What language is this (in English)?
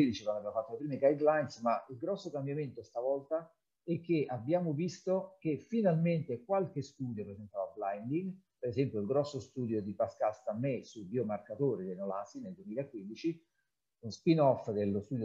Italian